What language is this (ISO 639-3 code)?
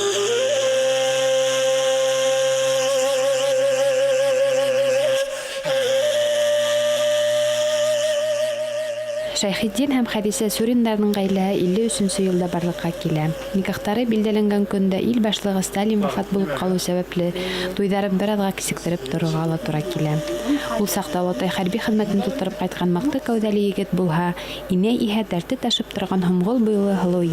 bak